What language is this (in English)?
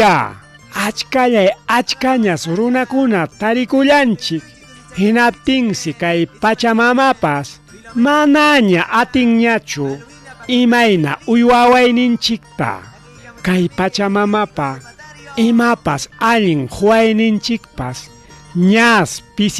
Ayacucho Quechua